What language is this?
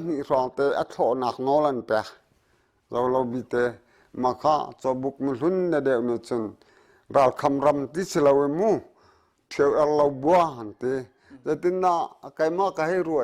Hakha Chin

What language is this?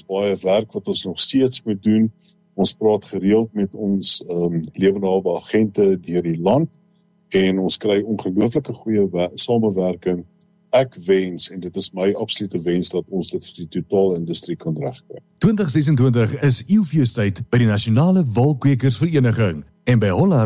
Afrikaans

